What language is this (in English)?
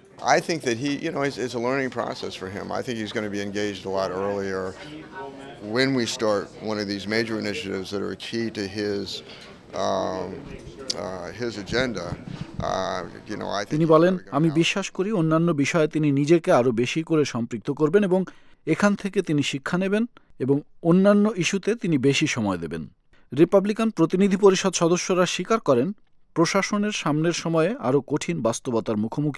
Bangla